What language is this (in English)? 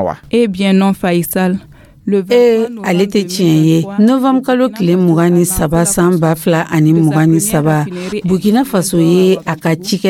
Dyula